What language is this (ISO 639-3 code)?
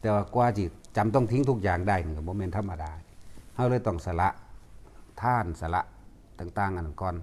lao